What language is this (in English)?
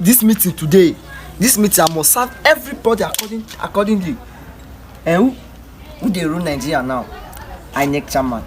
Nigerian Pidgin